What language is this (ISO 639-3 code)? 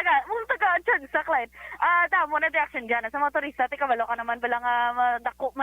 hil